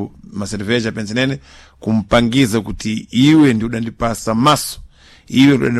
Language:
Sena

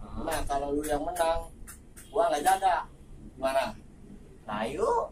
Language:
Betawi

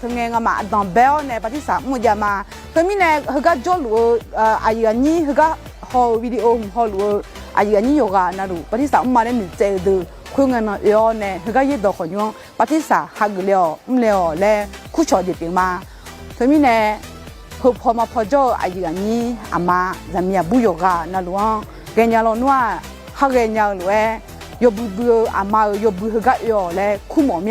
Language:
Akha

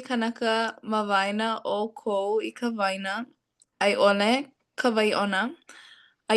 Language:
Hawaiian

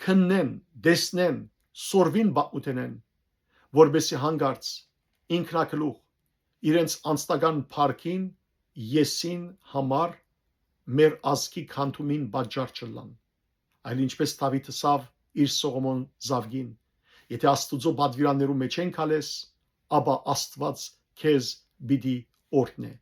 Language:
Western Armenian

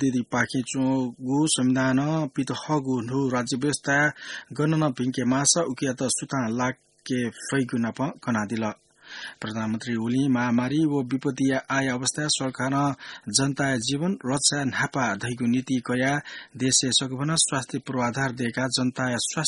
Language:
Newari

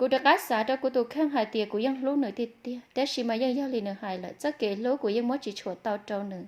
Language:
Hmong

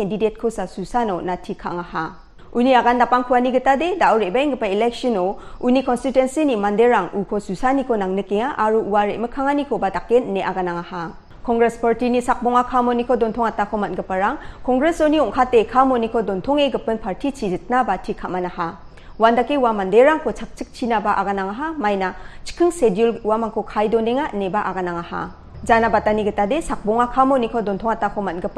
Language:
Garo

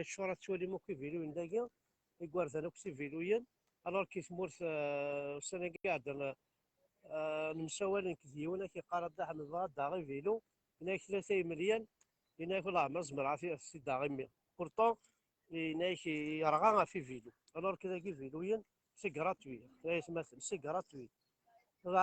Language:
Kabyle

